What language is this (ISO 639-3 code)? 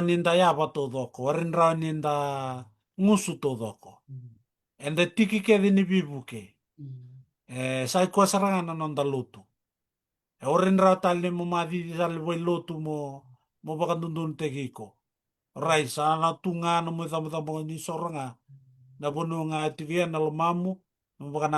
fij